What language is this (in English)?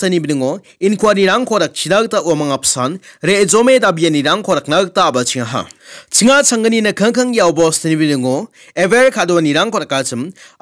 Garo